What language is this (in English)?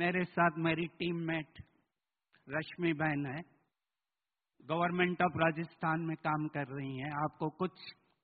Hindi